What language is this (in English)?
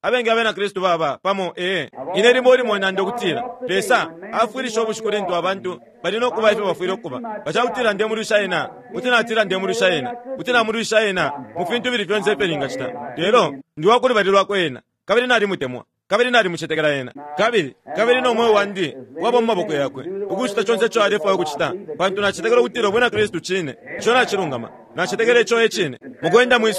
Bemba